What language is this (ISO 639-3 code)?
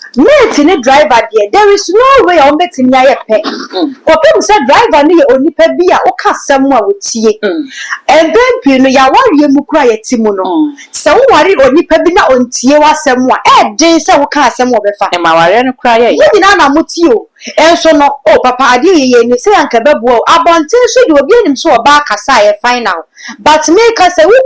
aka